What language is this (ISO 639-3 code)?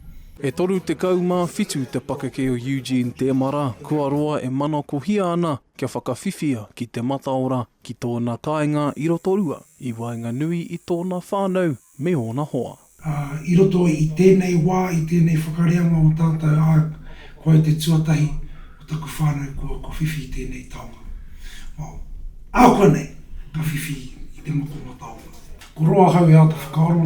mri